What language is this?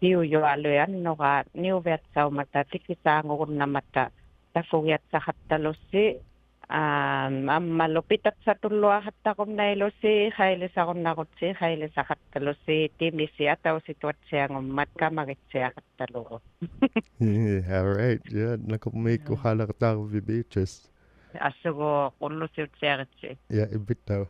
Inuktitut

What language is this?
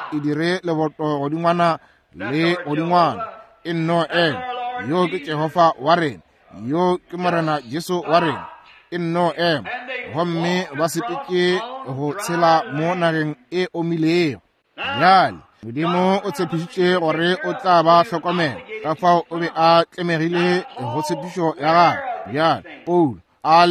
Northern Sotho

